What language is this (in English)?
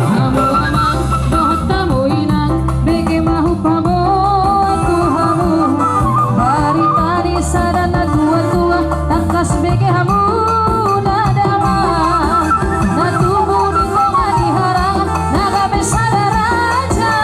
Batak Toba